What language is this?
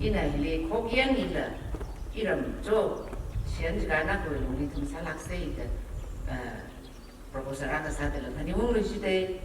Tangkhul Naga (India)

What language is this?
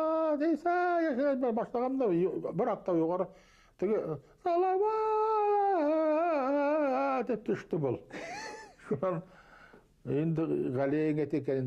Bashkir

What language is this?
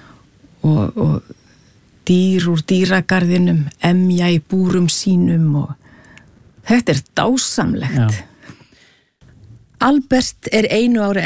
Icelandic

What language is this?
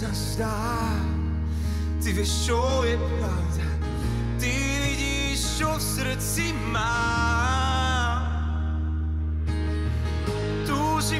Slovak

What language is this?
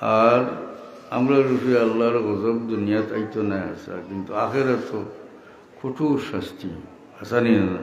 Sylheti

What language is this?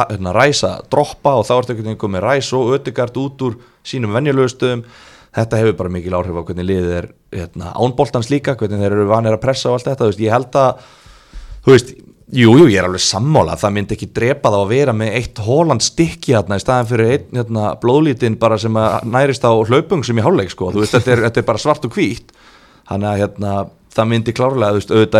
Icelandic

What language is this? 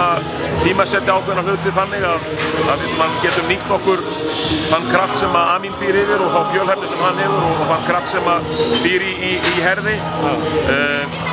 Icelandic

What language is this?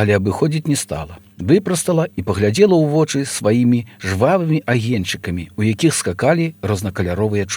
Belarusian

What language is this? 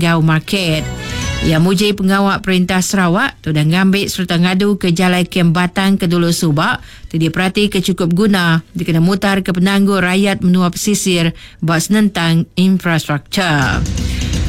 Iban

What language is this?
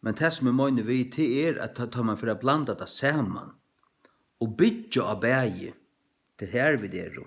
Faroese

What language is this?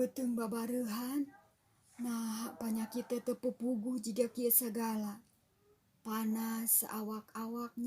Sundanese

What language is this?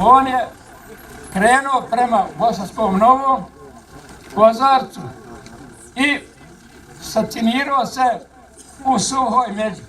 Bosnian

